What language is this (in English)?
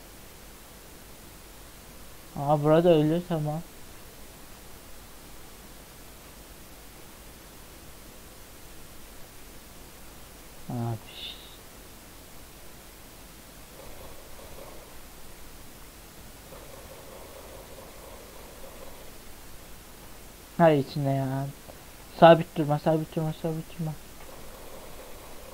Turkish